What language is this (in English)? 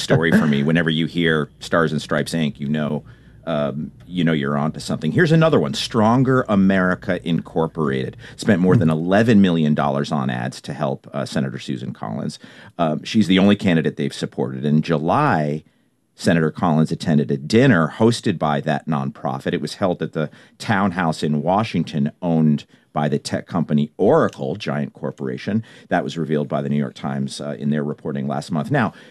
English